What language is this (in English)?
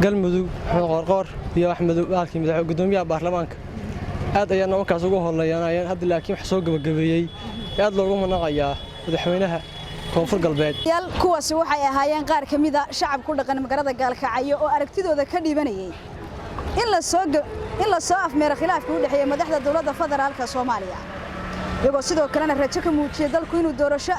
Somali